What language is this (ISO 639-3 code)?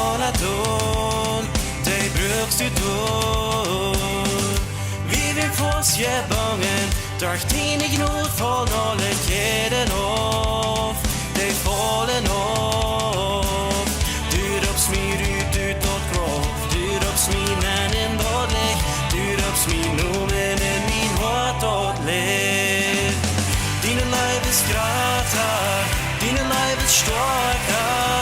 pdt